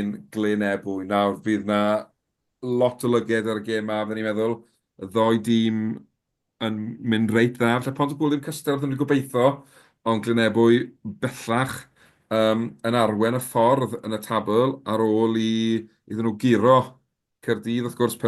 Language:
Welsh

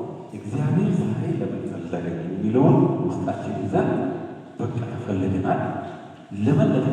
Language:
Amharic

